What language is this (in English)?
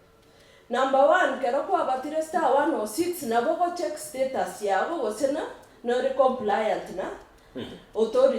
Gusii